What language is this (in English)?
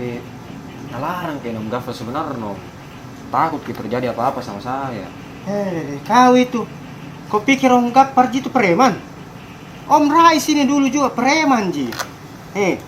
Makassar Malay